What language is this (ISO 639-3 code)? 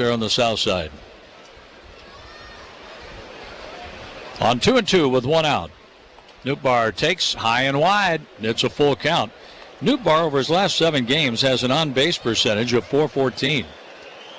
eng